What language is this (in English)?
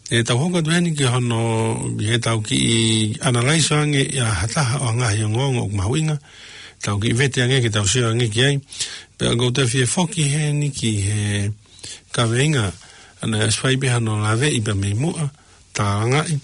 Tongan